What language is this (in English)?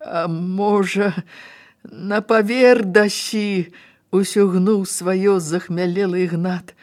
Belarusian